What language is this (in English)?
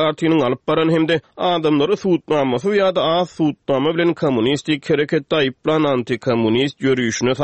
Turkmen